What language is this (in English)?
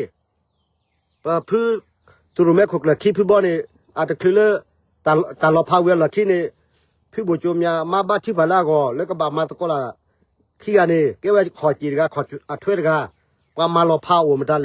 S'gaw Karen